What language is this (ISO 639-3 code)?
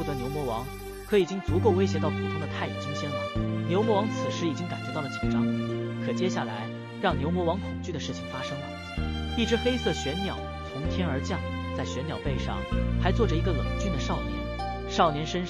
zho